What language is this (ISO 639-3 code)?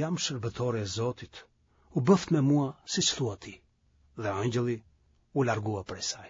sqi